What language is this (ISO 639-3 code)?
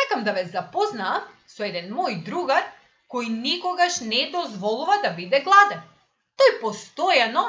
mkd